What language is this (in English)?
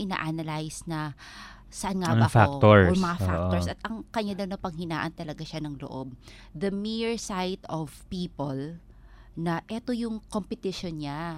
Filipino